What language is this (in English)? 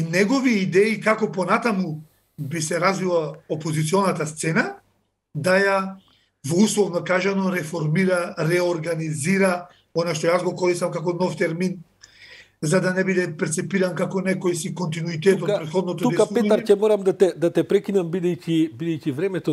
Macedonian